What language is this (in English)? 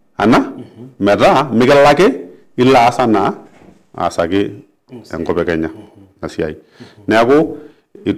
Masai